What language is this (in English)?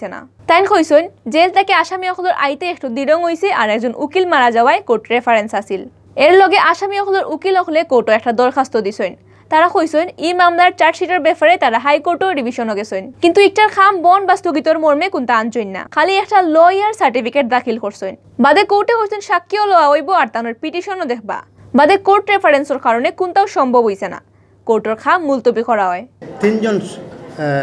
Sylheti